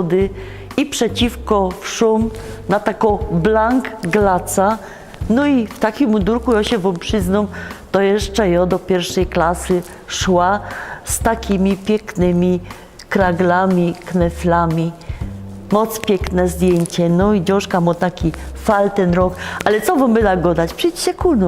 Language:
Silesian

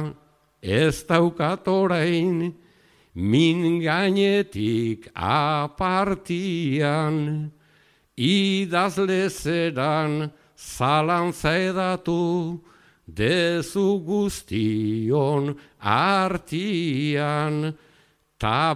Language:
Basque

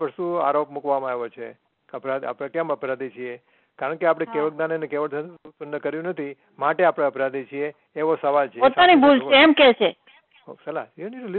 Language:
Gujarati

